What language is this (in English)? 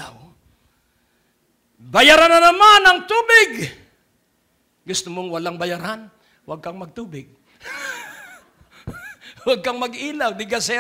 Filipino